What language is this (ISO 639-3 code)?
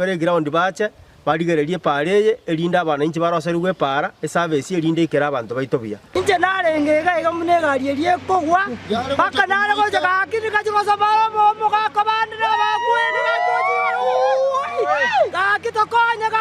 guz